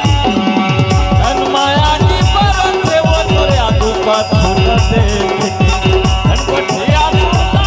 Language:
Chhattisgarhi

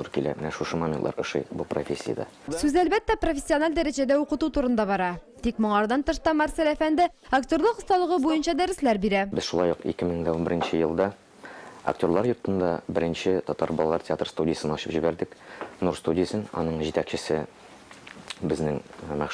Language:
Tatar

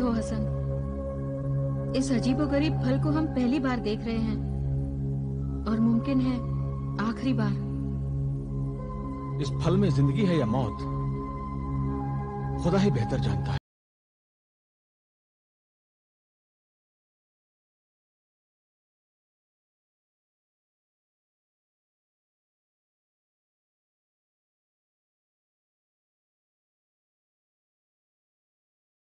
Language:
Hindi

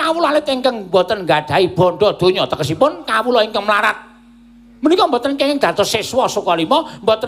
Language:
Javanese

